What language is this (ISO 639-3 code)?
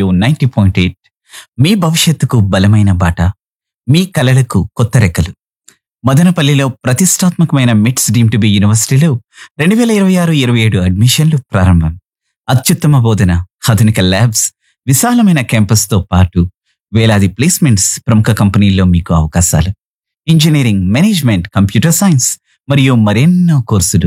tel